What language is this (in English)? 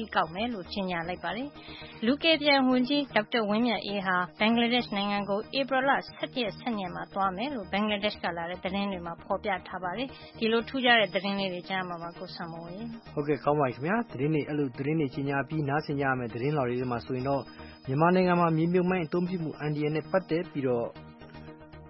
Burmese